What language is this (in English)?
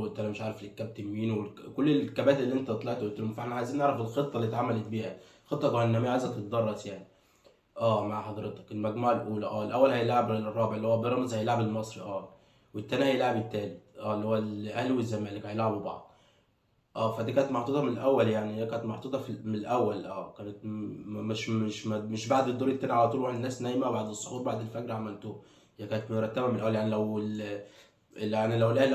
Egyptian Arabic